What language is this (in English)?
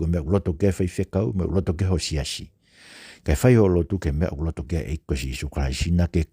Tongan